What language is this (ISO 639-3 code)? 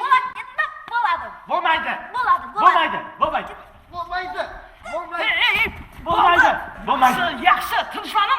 kaa